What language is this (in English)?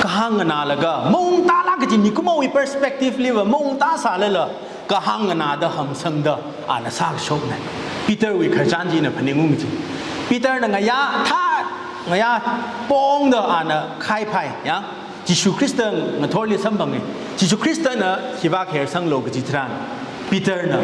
Tangkhul Naga (India)